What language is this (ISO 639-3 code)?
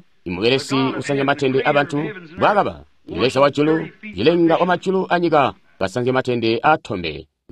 toi